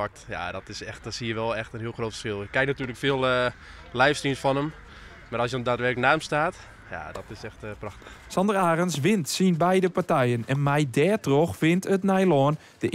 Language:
Western Frisian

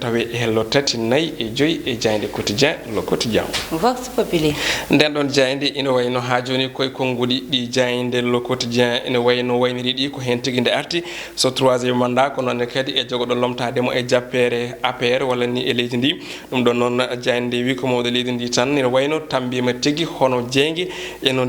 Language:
Fula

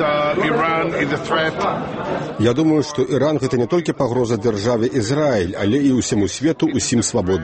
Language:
Belarusian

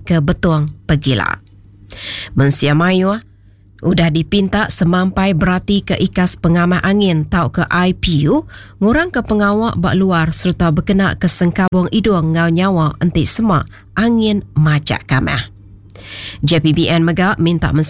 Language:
Iban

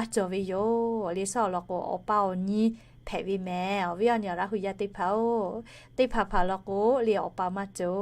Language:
Lahu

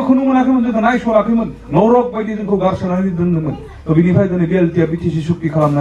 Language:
Bodo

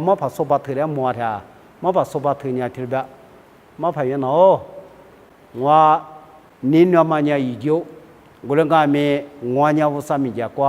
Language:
Lisu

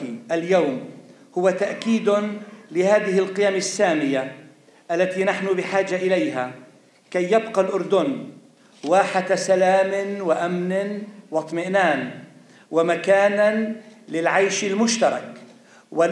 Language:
Arabic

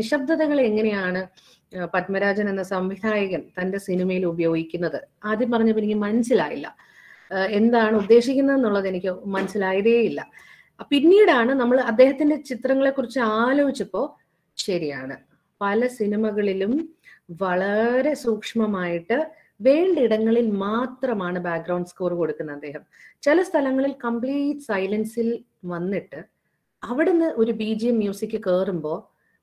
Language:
Malayalam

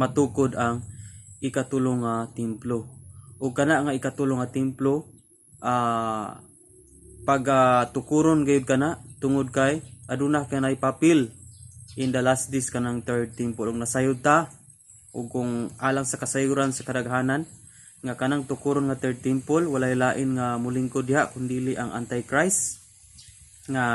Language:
Cebuano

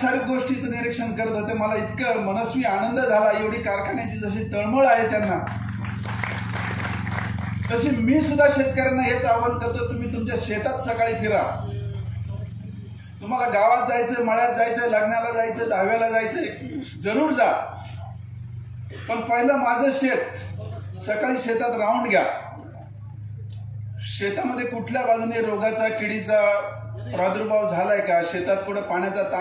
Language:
Marathi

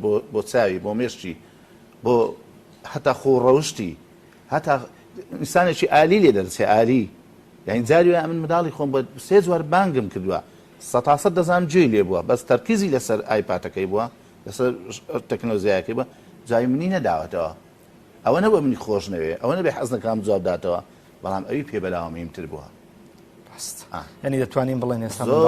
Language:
Central Kurdish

